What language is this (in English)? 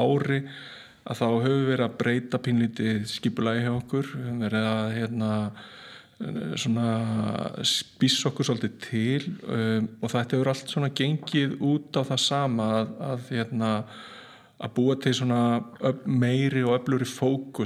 Icelandic